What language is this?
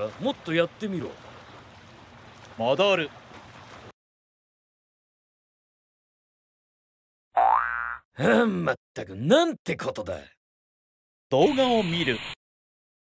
Japanese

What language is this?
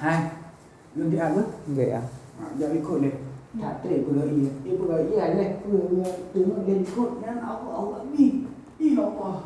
Achinese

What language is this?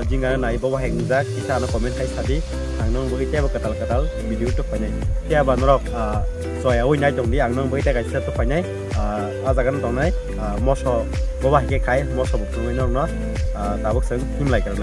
Kok Borok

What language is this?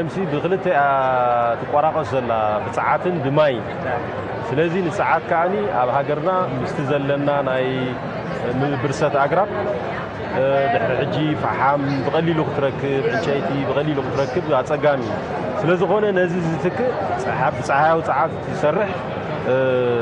Tigrinya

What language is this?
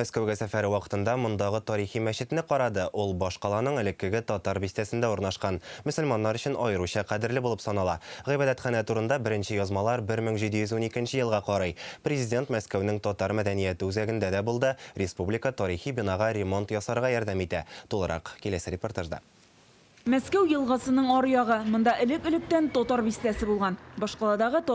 Tatar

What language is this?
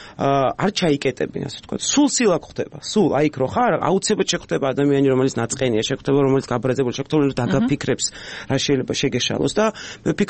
Georgian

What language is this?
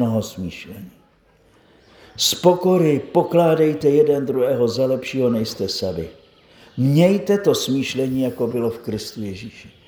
Czech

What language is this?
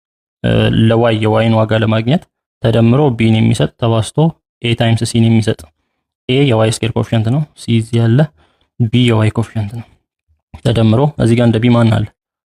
Amharic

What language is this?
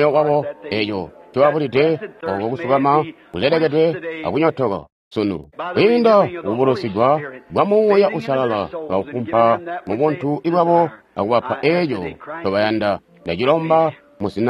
Tonga (Zambia)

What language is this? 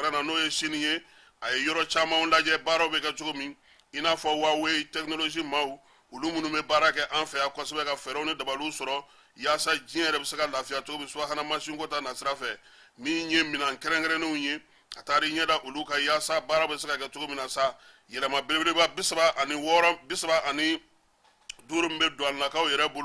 Bambara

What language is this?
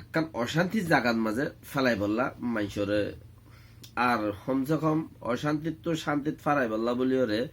Rohingya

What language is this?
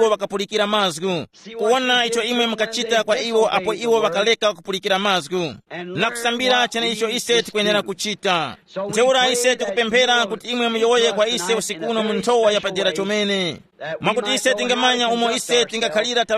Tumbuka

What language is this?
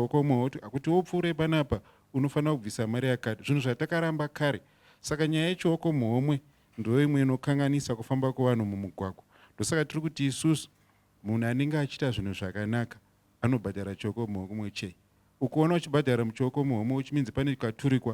Shona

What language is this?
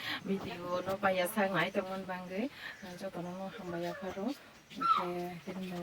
Kok Borok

